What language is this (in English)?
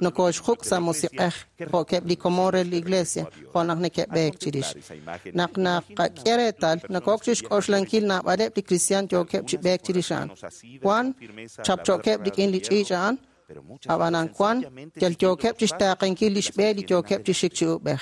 Kekchí